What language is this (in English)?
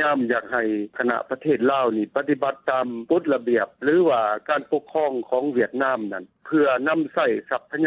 Lao